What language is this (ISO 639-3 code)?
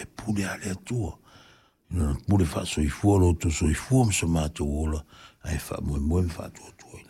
smo